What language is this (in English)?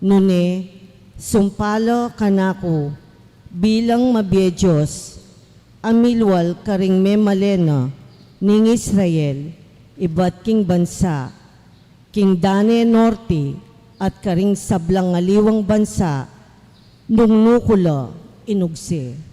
Pampanga